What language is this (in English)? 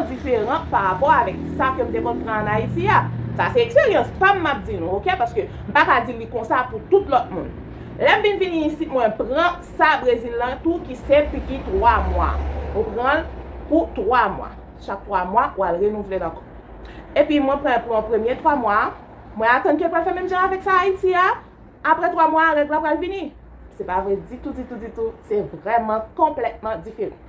Haitian Creole